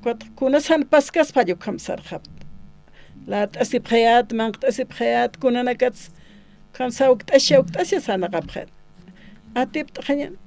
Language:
Aymara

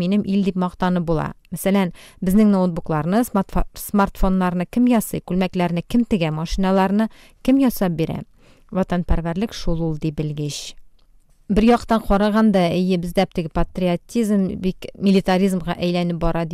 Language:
Tatar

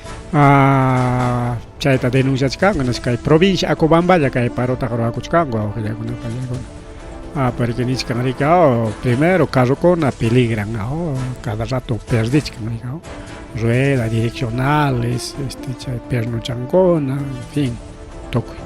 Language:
Ayacucho Quechua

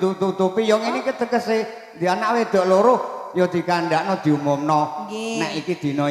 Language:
Javanese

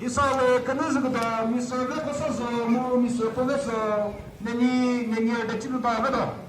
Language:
Chokri Naga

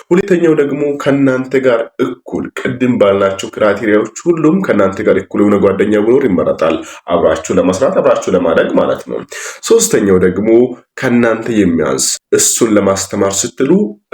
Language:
Amharic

